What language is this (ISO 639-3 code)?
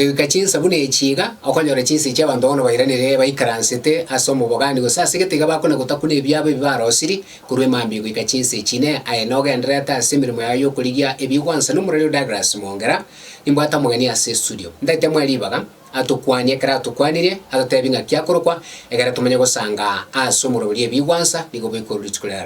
guz